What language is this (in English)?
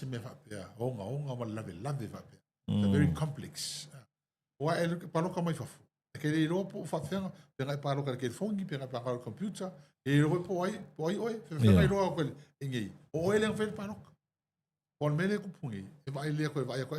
Samoan